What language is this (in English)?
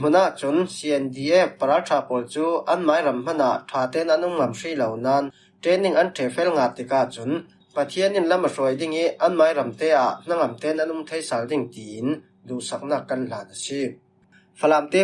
Falam Chin